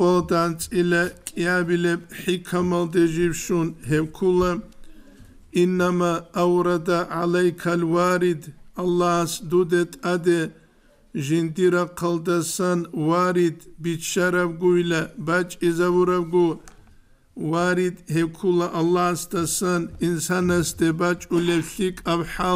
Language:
Avaric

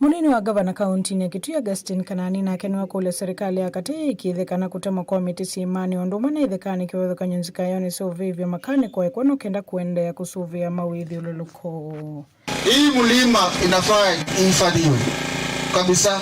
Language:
Kamba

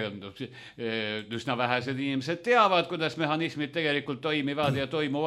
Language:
Estonian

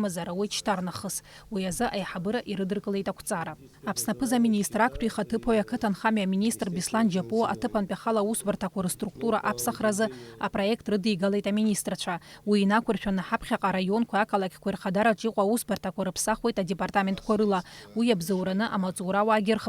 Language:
Abkhazian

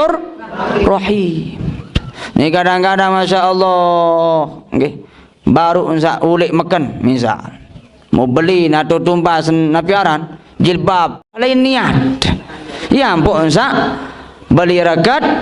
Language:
Sasak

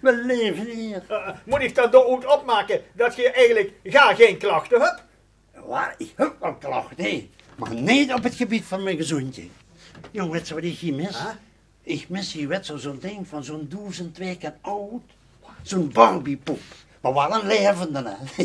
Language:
Limburgish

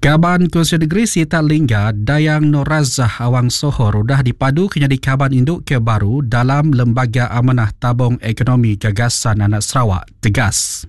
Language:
Iban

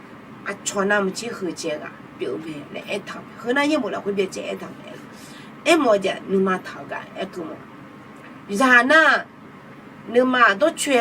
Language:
Akha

